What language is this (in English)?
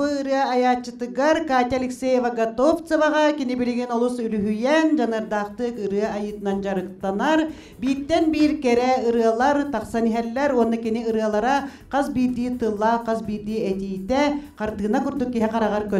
Yakut